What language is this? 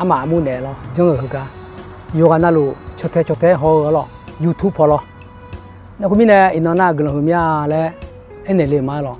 Akha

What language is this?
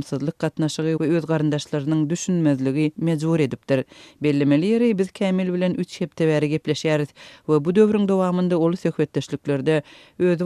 Turkmen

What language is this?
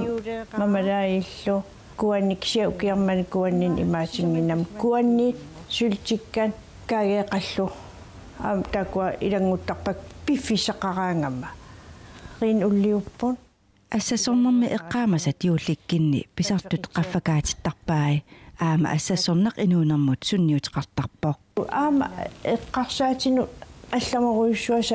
Kalaallisut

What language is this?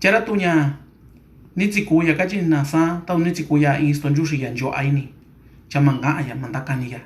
Mixtepec Mixtec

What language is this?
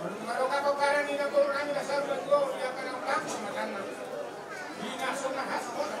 Batak Toba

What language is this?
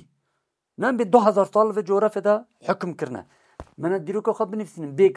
Kurdish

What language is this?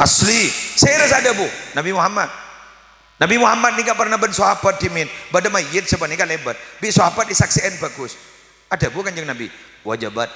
Madurese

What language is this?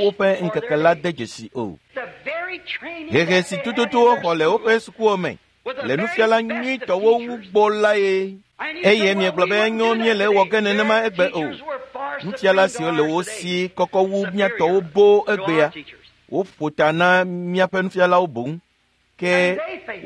Ewe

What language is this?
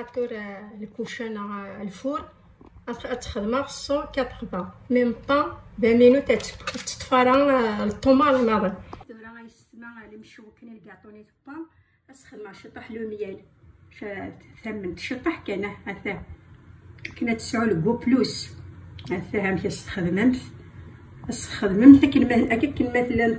Kabyle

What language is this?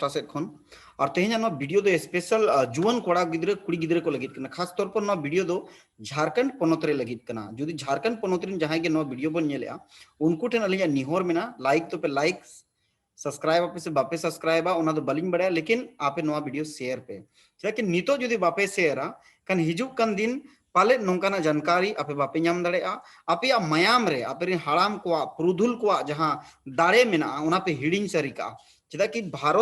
Santali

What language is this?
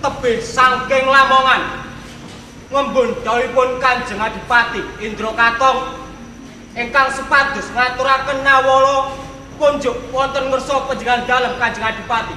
Javanese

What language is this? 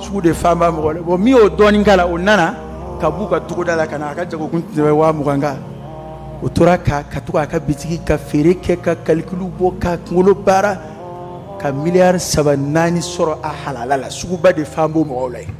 Bambara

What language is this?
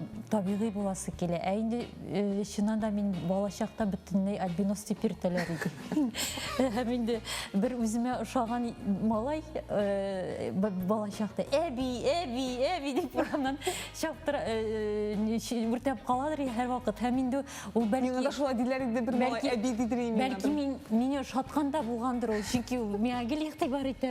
Tatar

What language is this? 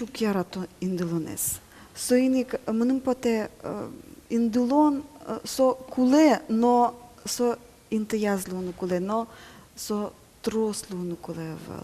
Udmurt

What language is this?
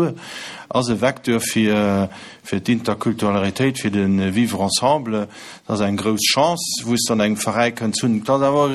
Luxembourgish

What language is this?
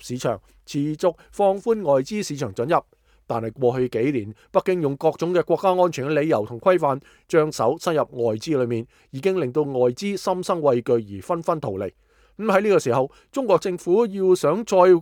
Cantonese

